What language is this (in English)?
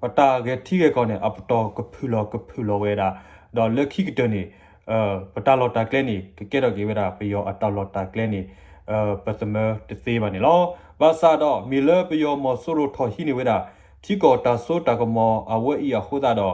S'gaw Karen